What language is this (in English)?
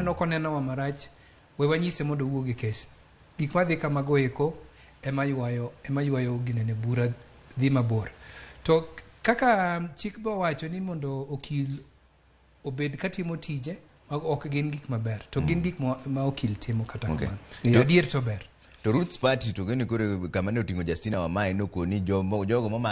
Luo (Kenya and Tanzania)